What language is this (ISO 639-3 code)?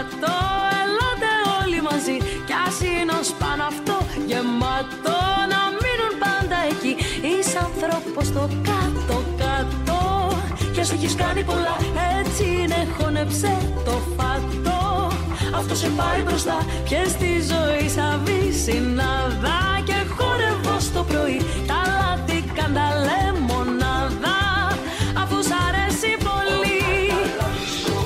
ell